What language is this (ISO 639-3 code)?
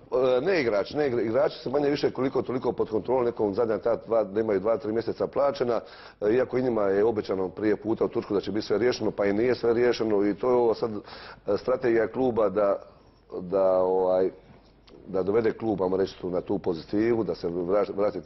hrv